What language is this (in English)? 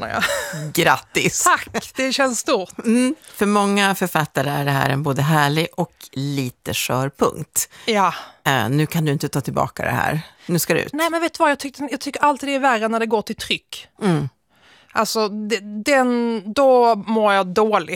Swedish